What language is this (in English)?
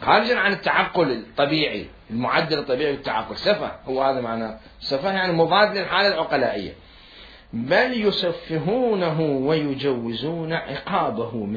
Mesopotamian Arabic